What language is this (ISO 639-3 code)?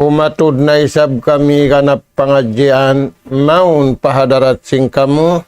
tsg